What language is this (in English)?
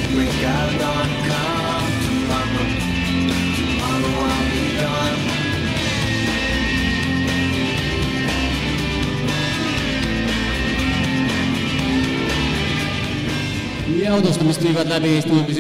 Estonian